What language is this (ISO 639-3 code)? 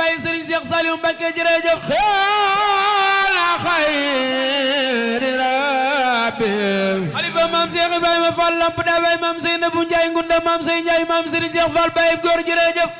wol